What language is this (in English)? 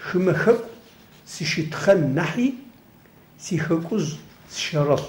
Adyghe